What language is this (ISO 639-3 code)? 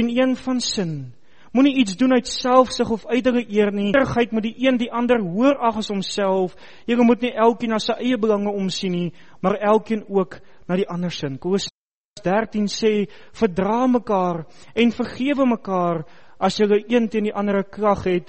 afr